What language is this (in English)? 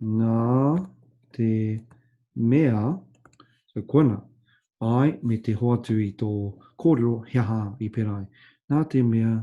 Māori